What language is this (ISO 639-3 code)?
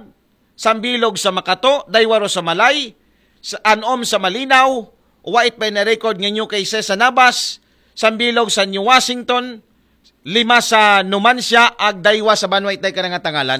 akl